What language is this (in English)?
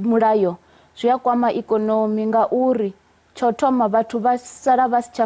Venda